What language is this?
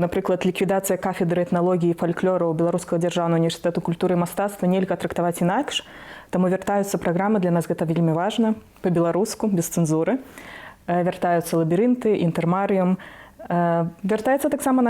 Belarusian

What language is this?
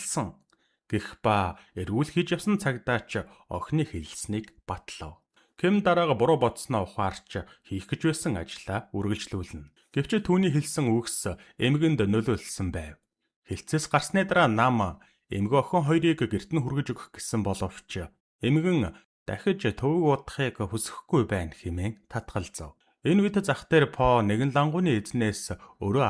Mongolian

